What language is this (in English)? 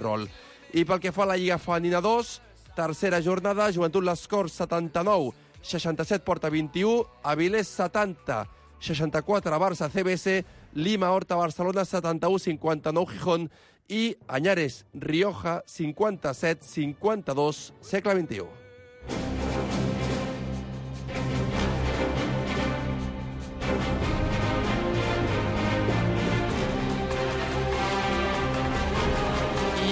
Catalan